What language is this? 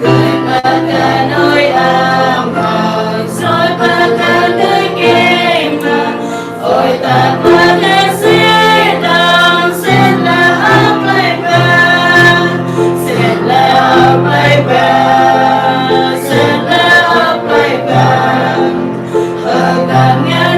Central Mnong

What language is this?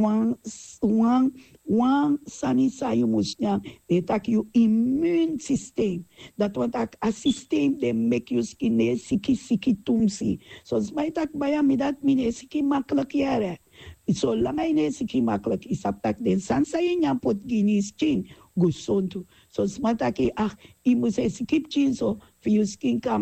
Sranan Tongo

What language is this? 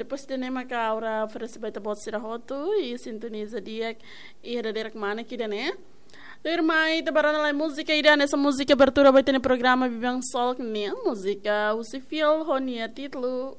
Tetum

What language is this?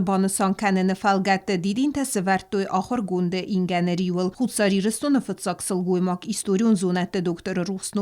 Ossetic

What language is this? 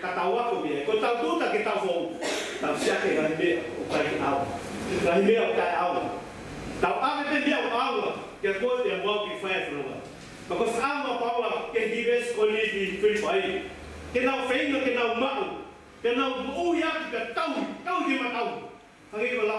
Tongan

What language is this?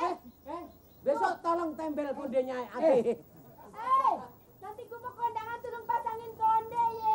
Betawi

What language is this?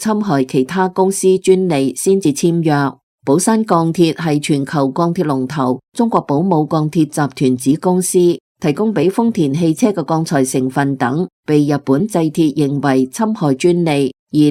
Cantonese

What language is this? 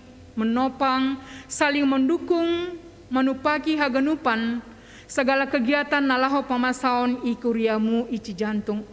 Batak Simalungun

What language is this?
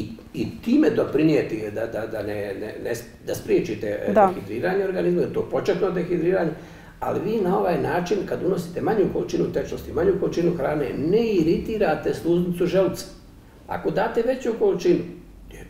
Bosnian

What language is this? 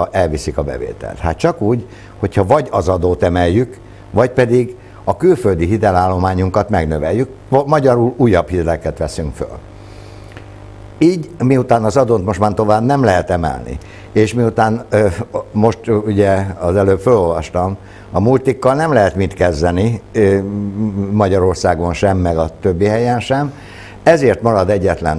Hungarian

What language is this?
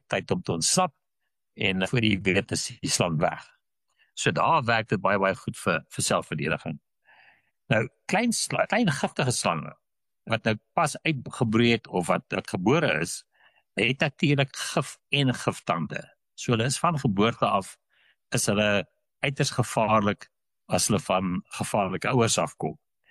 Afrikaans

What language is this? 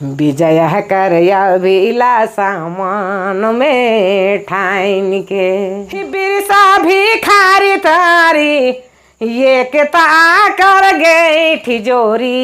Sadri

